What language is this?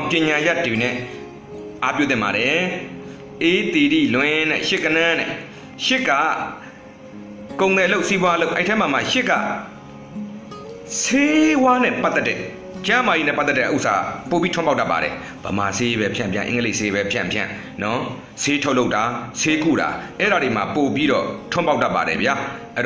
Burmese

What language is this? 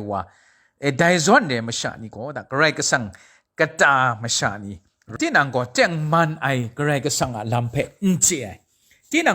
Kachin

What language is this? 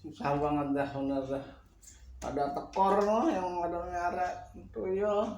Betawi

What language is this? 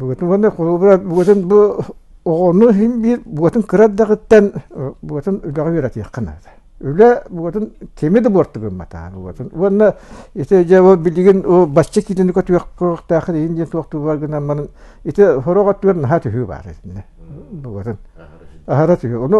Yakut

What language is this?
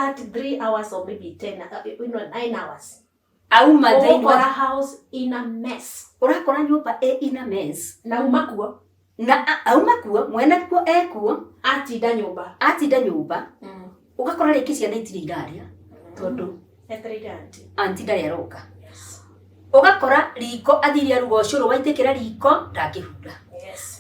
Kikuyu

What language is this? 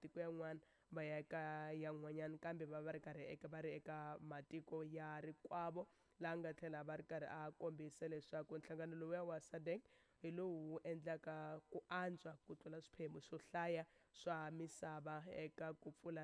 Tsonga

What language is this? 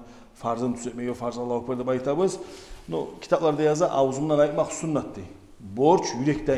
Kumyk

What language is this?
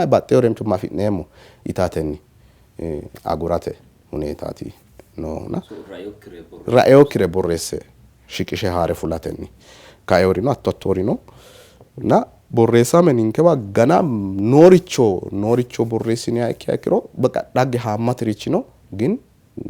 Sidamo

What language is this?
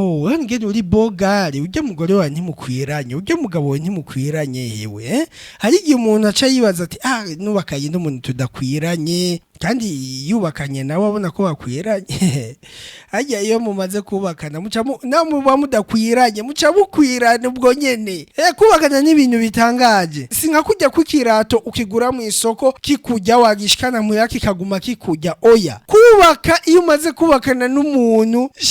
Rundi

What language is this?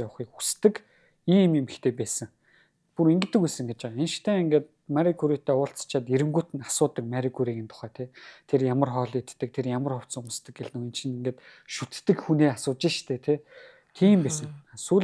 Mongolian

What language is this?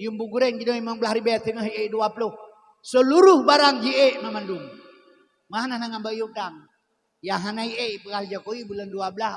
Achinese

